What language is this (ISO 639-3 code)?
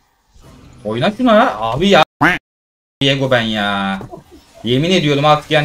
tur